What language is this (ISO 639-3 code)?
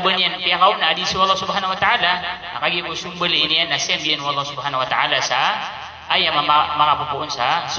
mrw